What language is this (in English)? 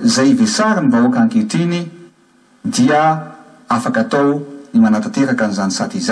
Malagasy